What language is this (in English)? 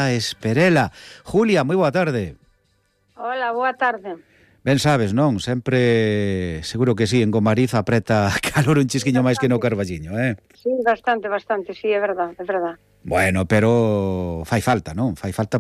Galician